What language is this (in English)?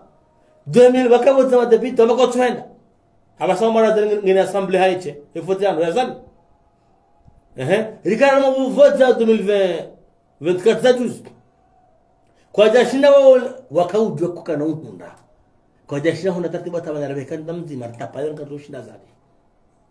Swahili